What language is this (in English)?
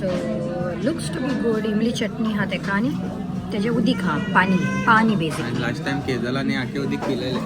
Konkani